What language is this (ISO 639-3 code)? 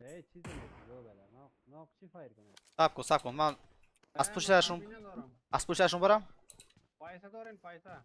fas